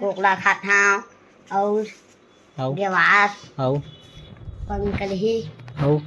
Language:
Chhattisgarhi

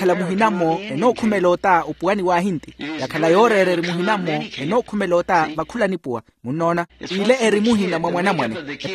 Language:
Makhuwa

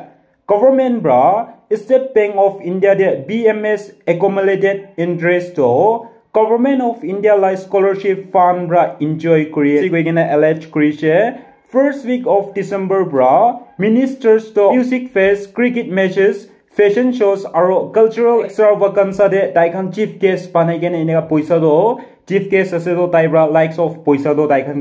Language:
Naga Pidgin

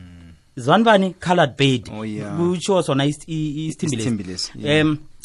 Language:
South Ndebele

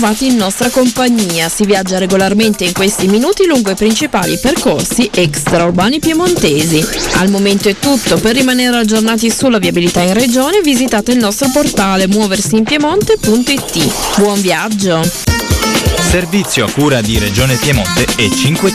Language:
Italian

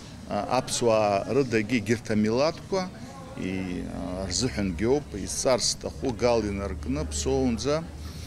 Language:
Abkhazian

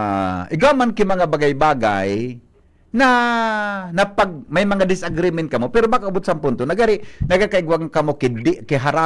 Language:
Bikol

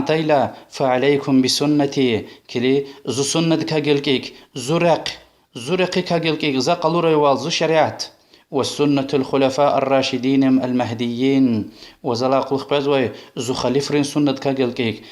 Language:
Lezghian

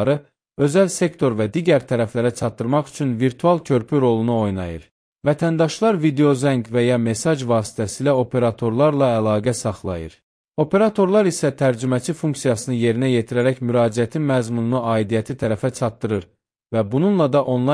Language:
Azerbaijani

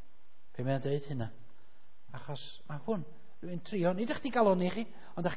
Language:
Welsh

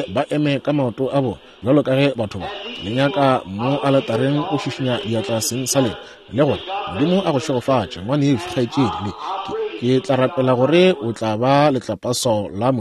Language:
Northern Sotho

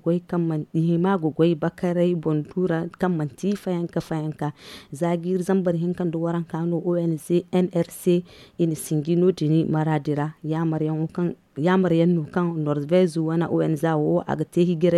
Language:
Zarma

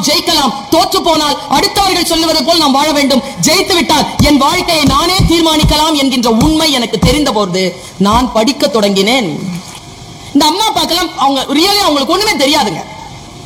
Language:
Tamil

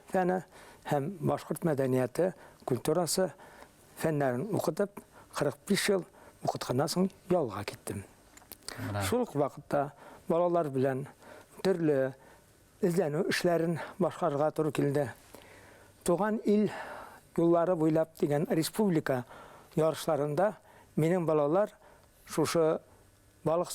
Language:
Bashkir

